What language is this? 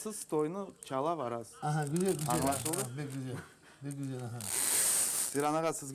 Crimean Tatar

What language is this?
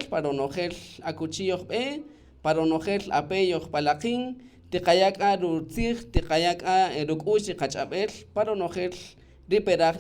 Kaqchikel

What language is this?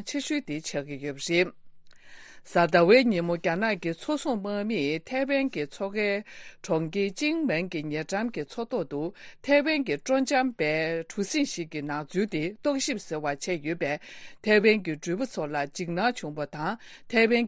Tibetan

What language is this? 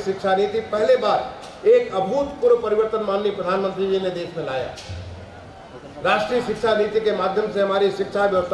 Hindi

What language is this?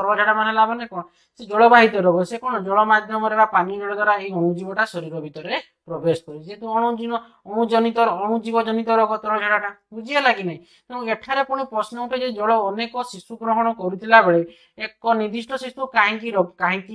Odia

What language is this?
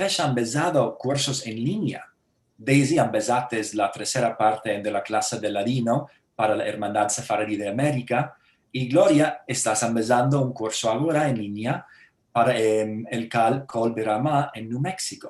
Ladino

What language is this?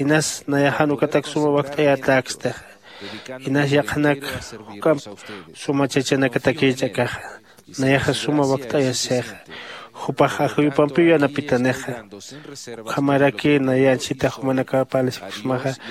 Aymara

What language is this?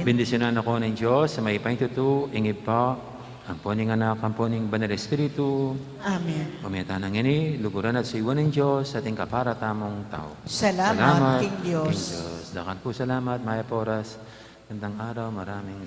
Pampanga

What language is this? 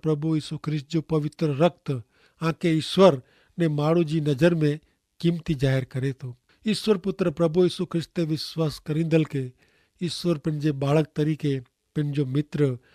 Kachhi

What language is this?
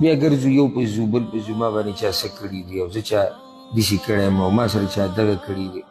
Pashto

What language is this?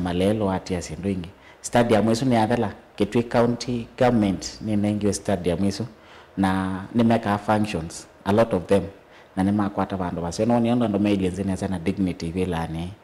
Kamba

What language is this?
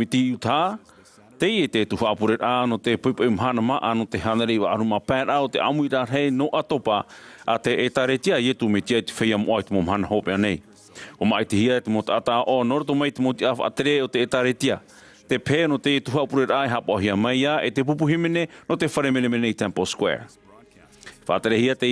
Tahitian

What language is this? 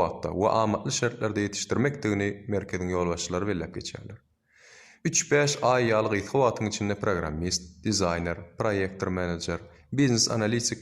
Turkmen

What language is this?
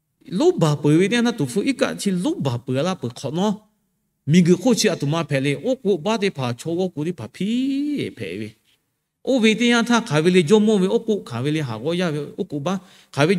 Lahu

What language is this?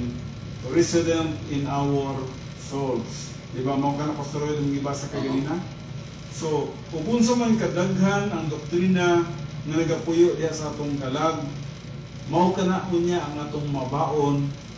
Cebuano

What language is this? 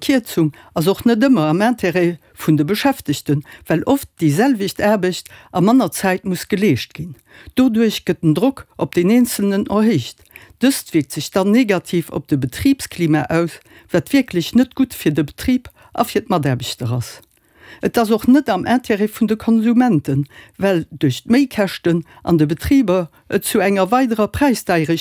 Luxembourgish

